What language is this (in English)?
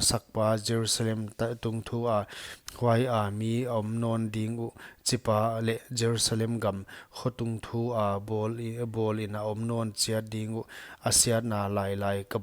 Paite Chin